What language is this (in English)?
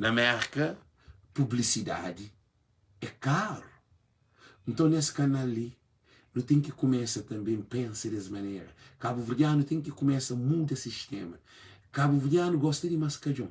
Kabuverdianu